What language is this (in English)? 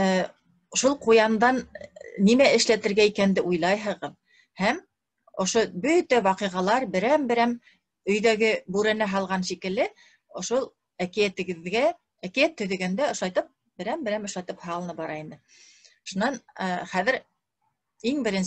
Bashkir